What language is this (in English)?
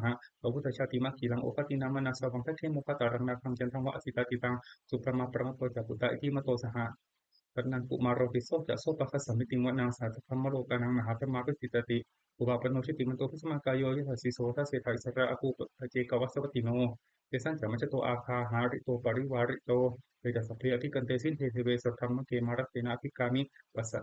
Pali